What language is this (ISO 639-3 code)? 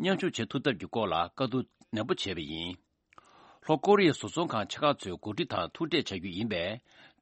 bod